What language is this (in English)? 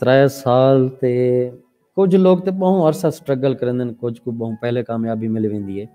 Saraiki